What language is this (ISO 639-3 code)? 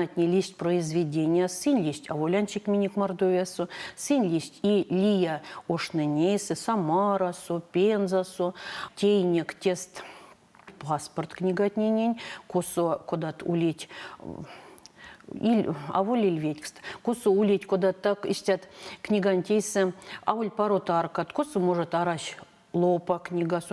myv